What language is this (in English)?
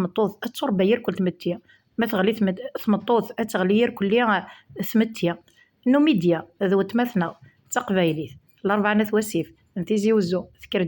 Kabyle